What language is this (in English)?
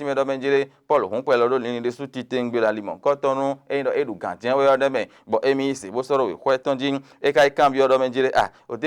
Fon